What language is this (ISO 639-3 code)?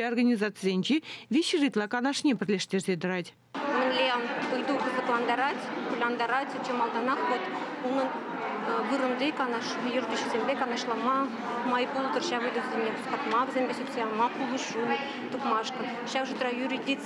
chv